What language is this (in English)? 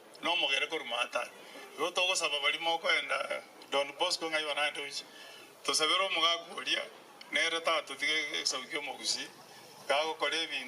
Gusii